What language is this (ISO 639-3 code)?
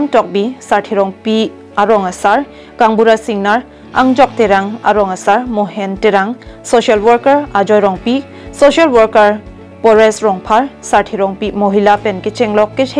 mjw